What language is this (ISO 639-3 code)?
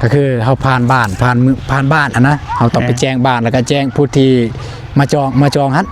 lao